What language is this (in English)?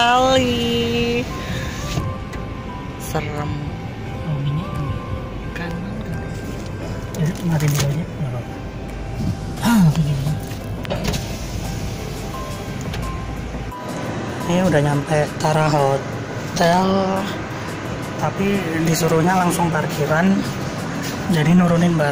Indonesian